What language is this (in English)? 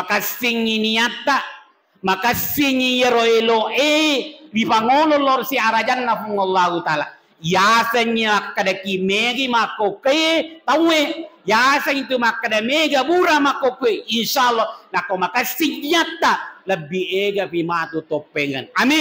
Buginese